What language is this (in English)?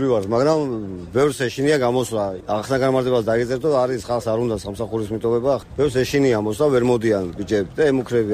Georgian